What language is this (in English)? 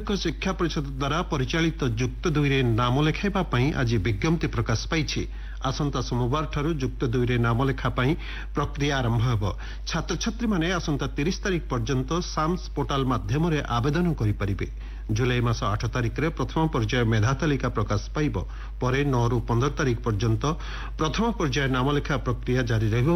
Odia